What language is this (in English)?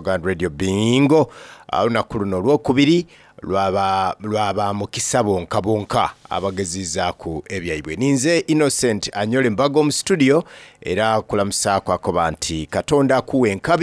Soga